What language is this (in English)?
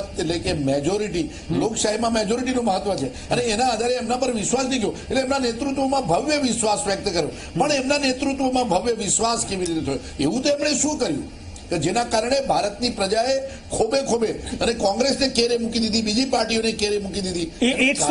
Gujarati